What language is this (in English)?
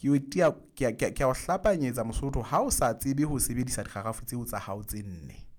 Southern Sotho